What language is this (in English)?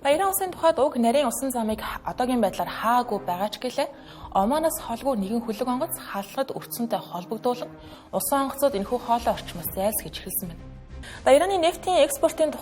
Mongolian